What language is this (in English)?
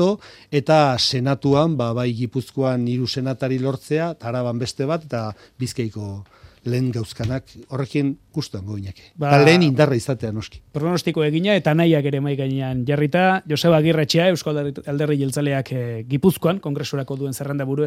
Basque